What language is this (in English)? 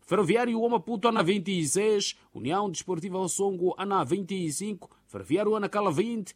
Tsonga